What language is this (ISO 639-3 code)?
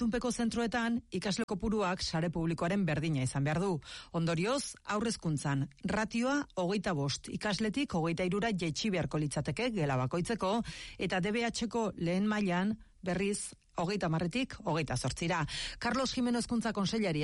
eus